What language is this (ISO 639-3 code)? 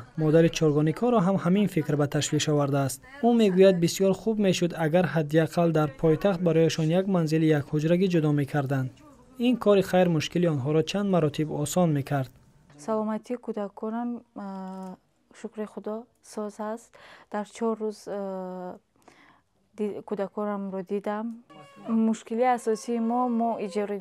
tgk